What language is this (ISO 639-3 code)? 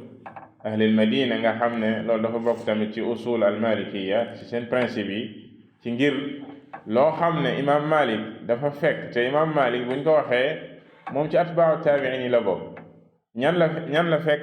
wol